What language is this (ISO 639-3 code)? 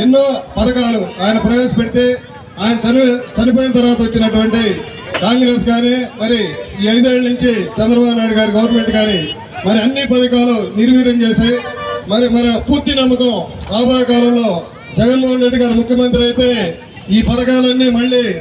tel